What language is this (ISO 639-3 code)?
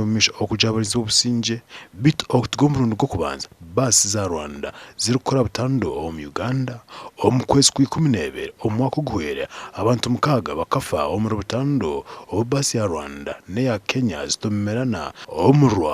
nyn